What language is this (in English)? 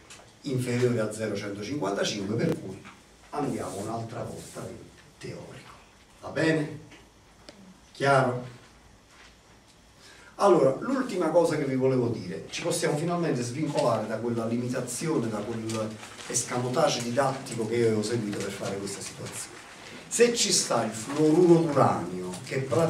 Italian